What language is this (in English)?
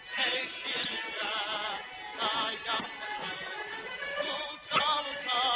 South Azerbaijani